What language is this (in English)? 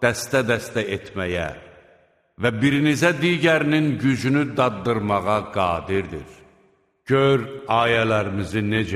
Azerbaijani